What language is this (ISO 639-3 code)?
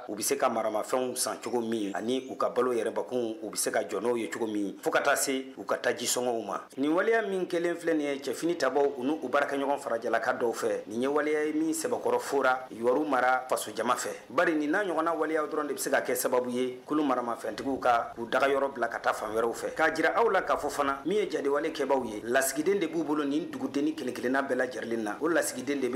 bam